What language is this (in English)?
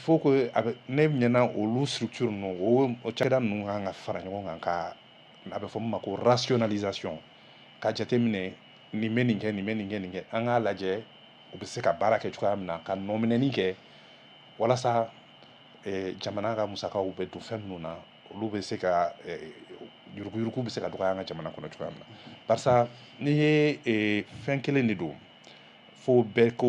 Bambara